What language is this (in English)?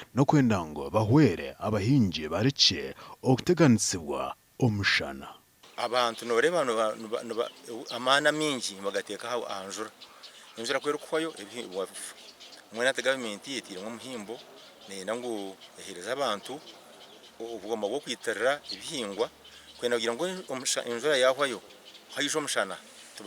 Nyankole